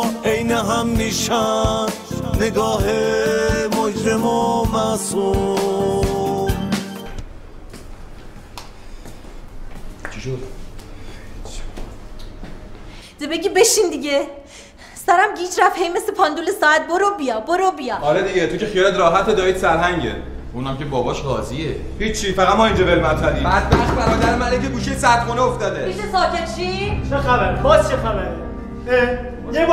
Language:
Persian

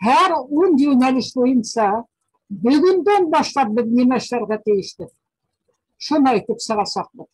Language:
Bashkir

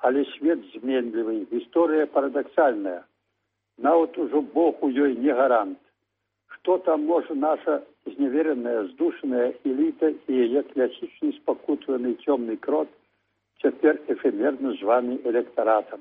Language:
Belarusian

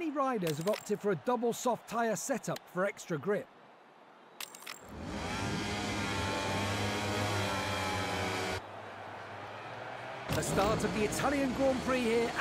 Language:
English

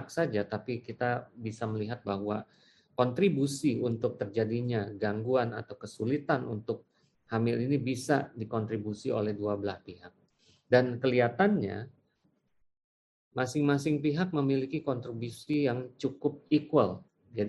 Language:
Indonesian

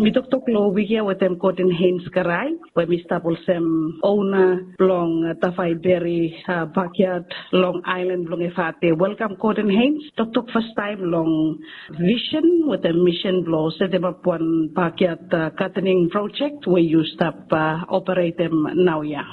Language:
Bislama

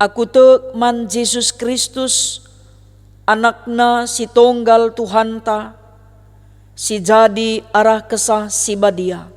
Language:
Batak Karo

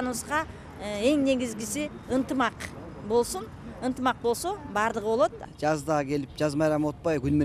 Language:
Kyrgyz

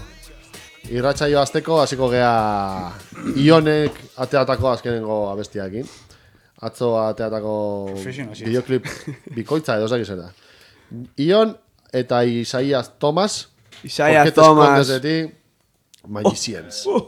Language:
Basque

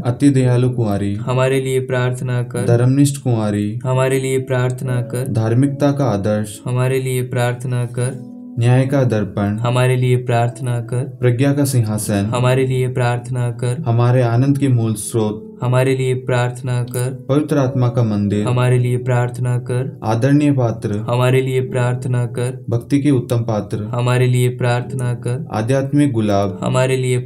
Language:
Hindi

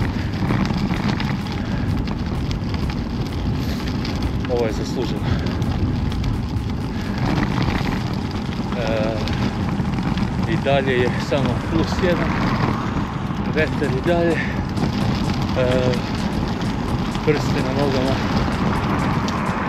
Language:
Serbian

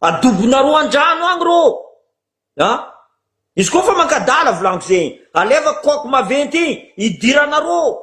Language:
Malagasy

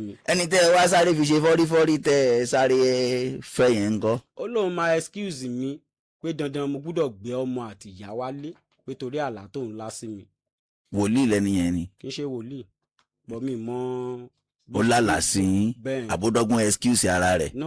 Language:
Yoruba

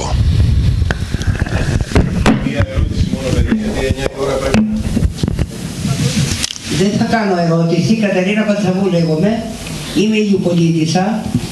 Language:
Greek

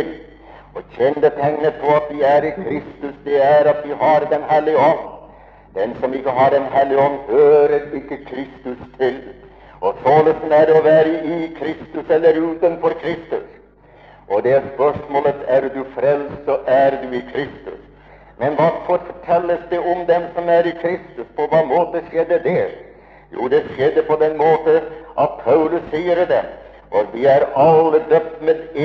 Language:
Norwegian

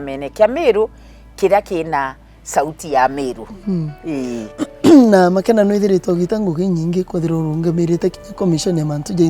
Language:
Meru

